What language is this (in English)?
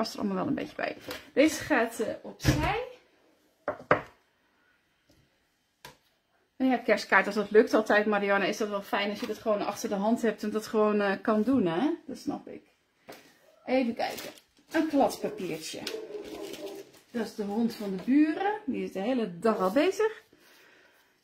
Dutch